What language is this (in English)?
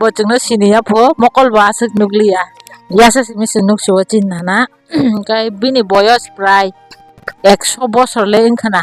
Kok Borok